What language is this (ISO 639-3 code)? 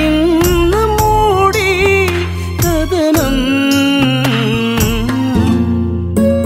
mal